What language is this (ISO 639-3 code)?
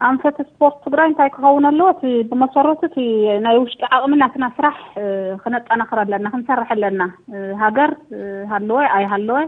tir